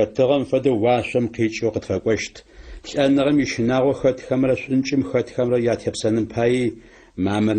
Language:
Adyghe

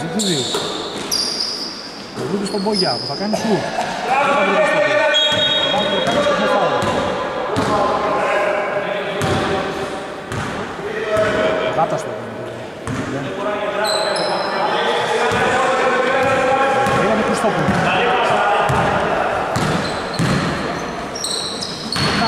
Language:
Greek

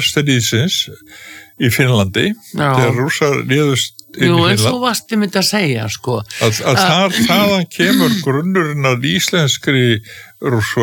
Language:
Icelandic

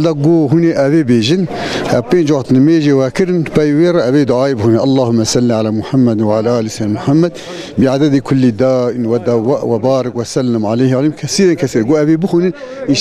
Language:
Kurdish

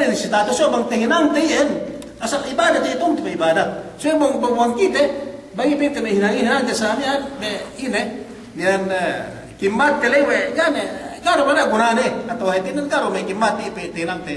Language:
Yakan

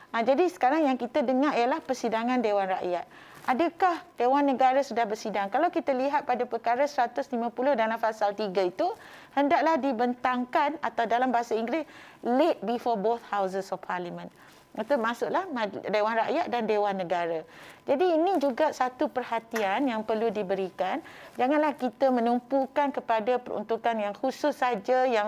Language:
Malay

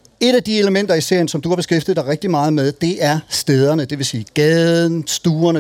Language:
Danish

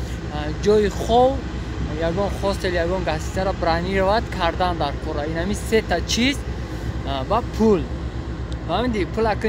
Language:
Tajik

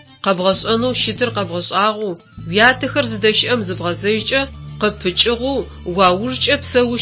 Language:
Adyghe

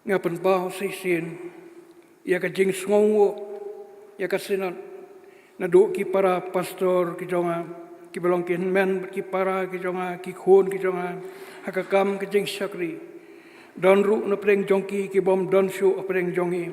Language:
Khasi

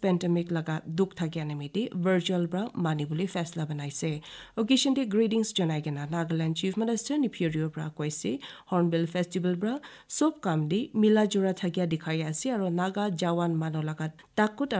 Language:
Naga Pidgin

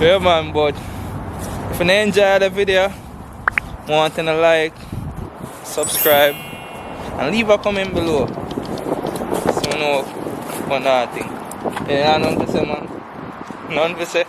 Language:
Jamaican Creole English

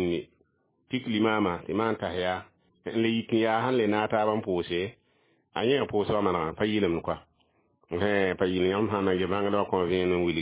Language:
Mossi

